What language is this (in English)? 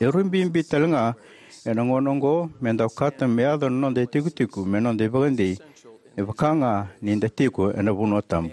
Fijian